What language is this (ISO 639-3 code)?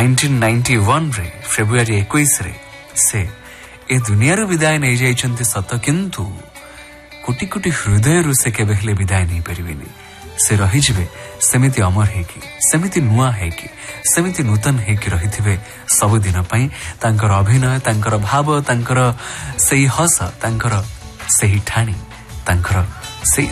ori